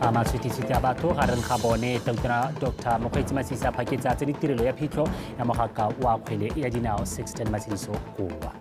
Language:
Tswana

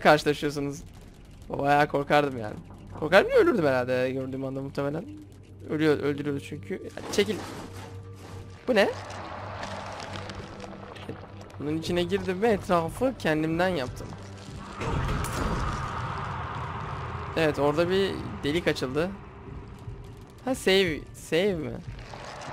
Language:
Turkish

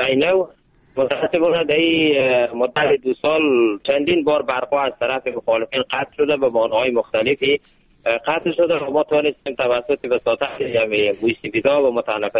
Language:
Persian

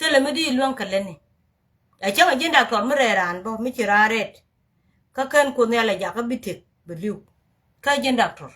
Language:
Nuer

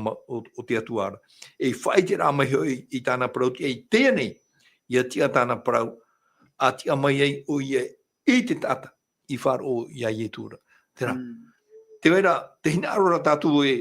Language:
Tahitian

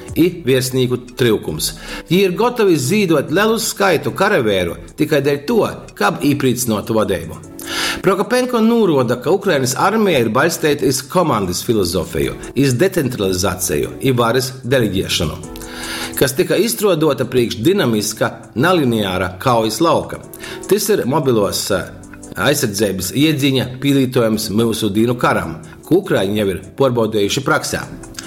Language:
Latgalian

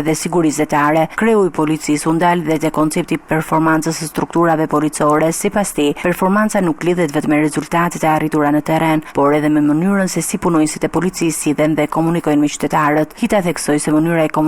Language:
Albanian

